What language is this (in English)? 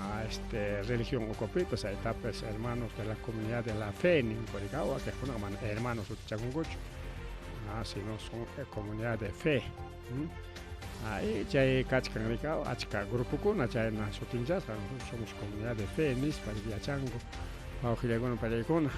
Ayacucho Quechua